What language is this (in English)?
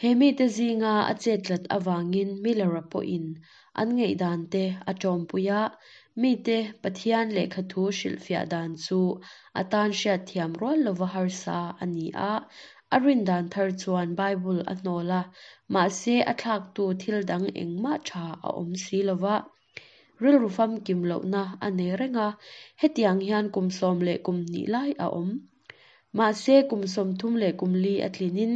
Mizo